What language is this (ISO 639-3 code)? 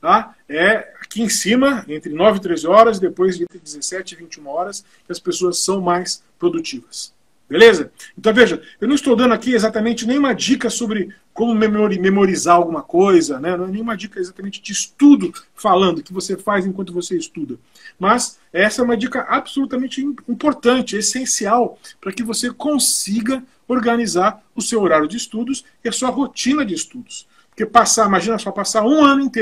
por